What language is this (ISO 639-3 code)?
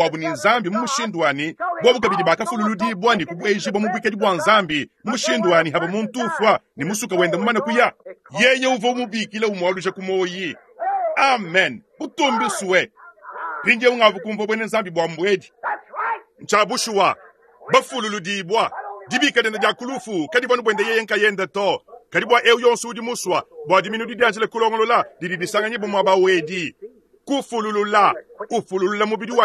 lua